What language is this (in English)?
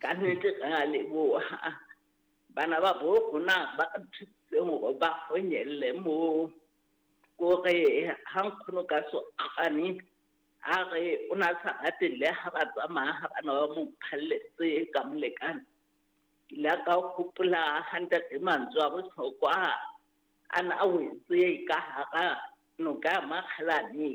Southern Sotho